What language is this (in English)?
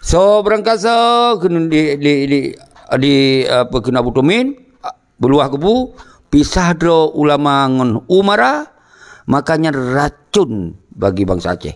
Achinese